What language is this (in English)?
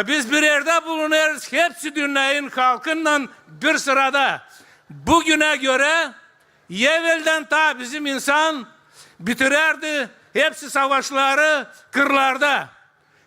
Gagauz